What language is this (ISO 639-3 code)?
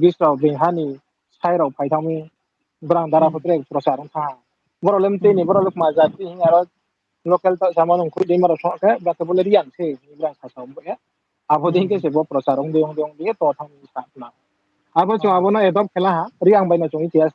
ria